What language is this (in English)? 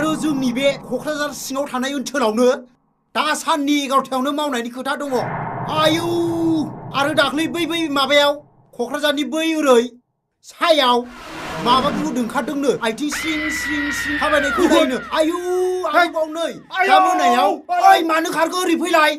Bodo